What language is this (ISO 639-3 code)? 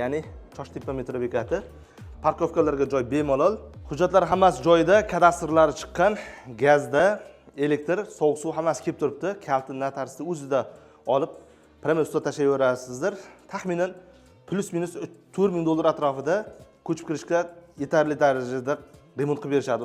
uzb